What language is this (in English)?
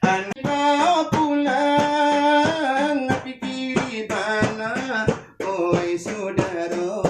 Minangkabau